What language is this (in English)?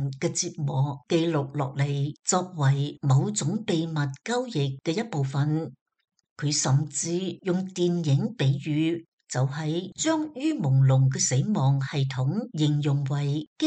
Cantonese